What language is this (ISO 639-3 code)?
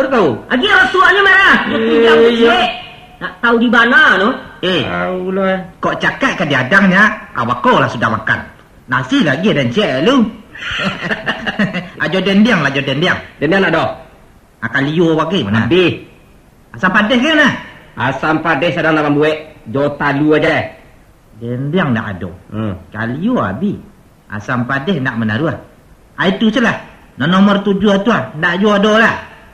min